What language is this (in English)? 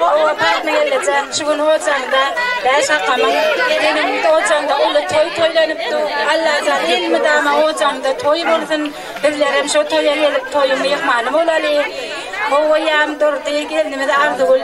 Turkmen